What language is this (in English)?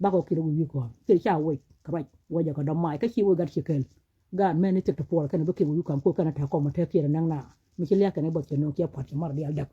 Nuer